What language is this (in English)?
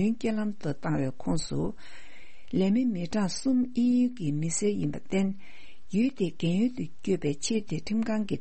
Tibetan